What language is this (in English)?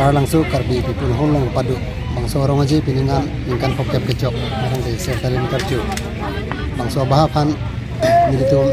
Karbi